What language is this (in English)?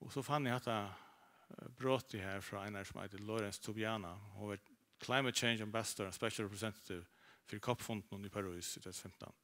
Faroese